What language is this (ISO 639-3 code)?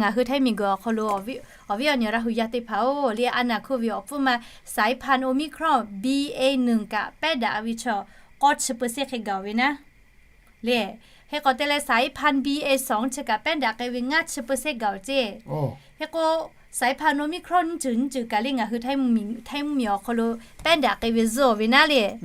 lhu